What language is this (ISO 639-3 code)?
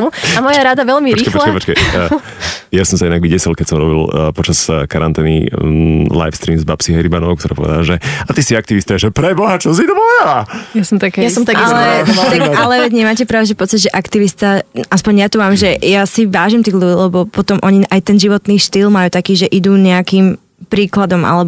slk